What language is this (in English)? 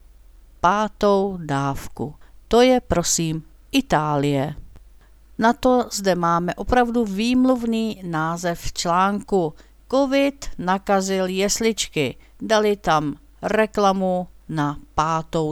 Czech